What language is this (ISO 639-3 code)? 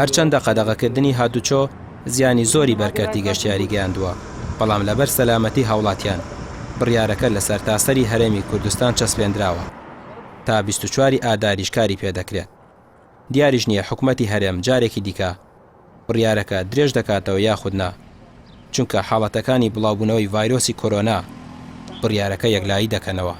ckb